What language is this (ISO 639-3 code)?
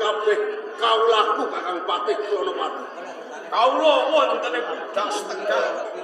jav